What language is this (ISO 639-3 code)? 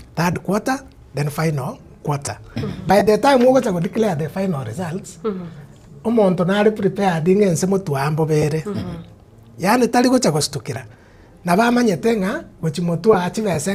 guz